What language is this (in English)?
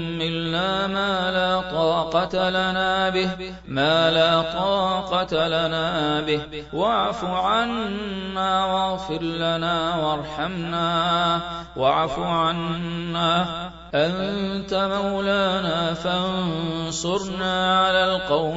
Arabic